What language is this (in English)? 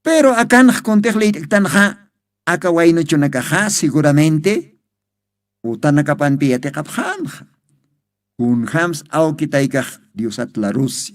Aymara